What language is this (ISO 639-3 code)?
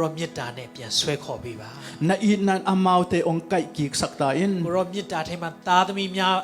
ctd